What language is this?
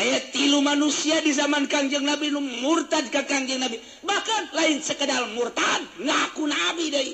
Sundanese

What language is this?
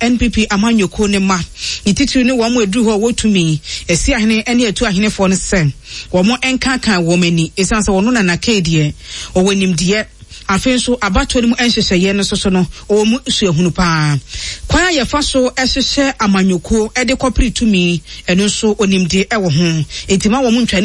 Akan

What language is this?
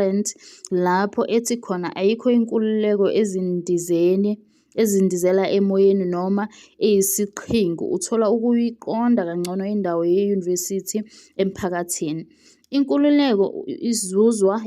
Zulu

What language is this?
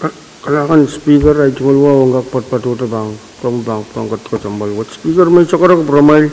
Pohnpeian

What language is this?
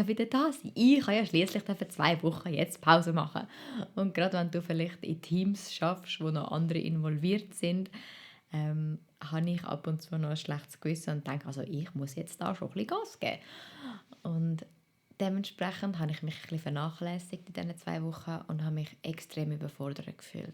Swiss German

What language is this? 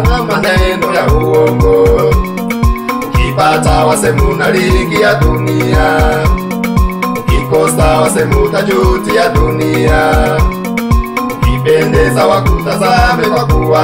Swahili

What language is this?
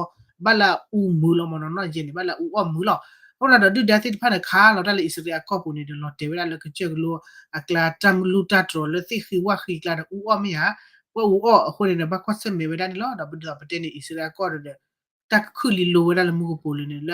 S'gaw Karen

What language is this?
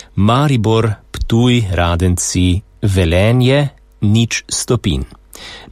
Slovenian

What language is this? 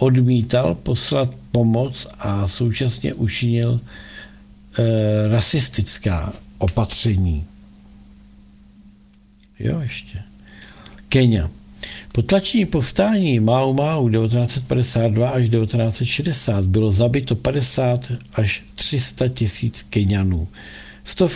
Czech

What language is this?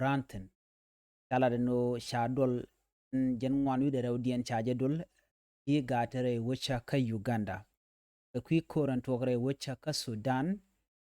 Nuer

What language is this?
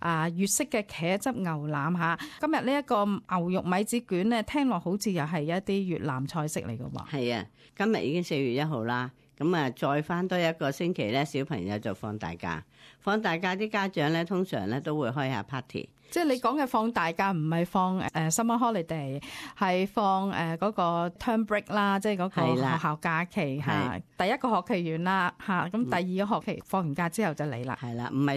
Cantonese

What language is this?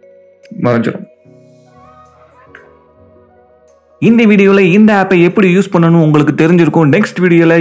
Tamil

